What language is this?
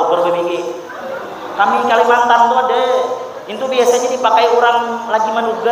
Banjar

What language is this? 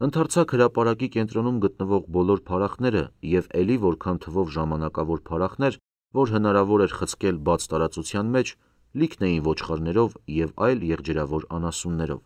Armenian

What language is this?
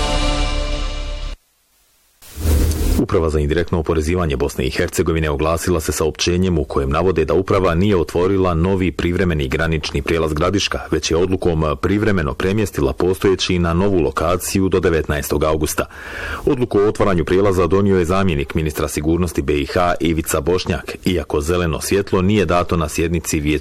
Bosnian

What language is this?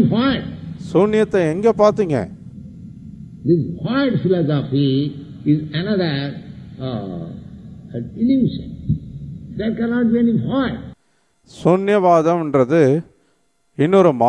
Tamil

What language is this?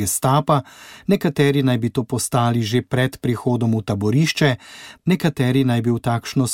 Slovenian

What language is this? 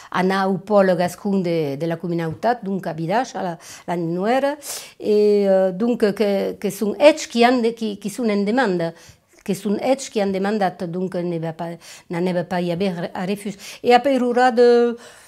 Occitan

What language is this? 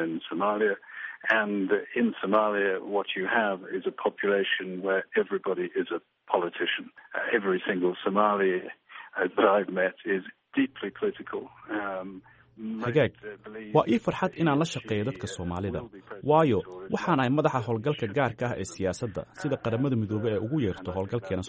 Somali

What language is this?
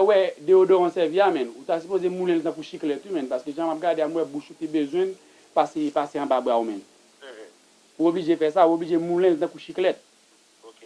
Haitian Creole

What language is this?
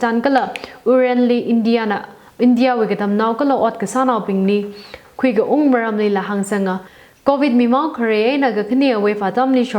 Tangkhul Naga (India)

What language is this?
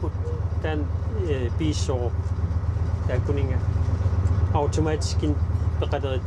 Kalaallisut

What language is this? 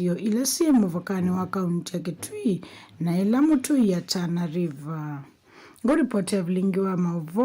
Kamba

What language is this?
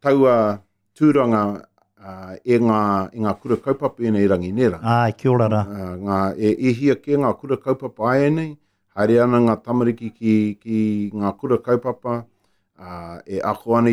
Māori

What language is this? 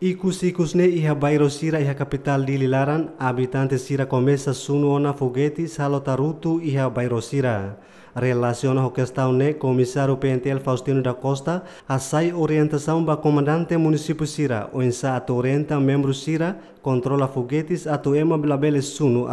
Tetum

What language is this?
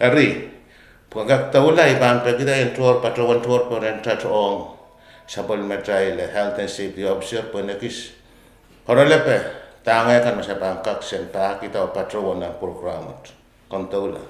Pohnpeian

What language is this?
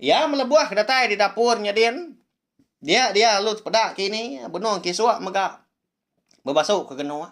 Iban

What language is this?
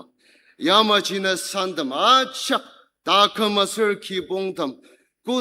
Ao Naga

